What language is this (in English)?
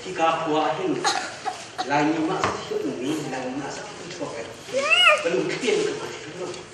Hakha Chin